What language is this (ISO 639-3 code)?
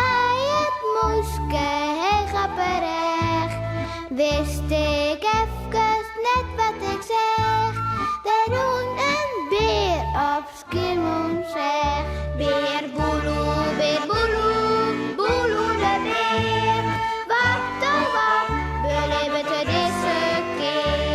fry